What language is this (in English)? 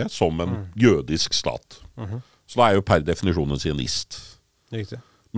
Norwegian